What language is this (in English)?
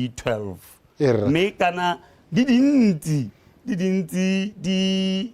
Tswana